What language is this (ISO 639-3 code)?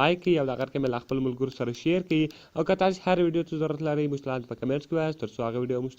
pus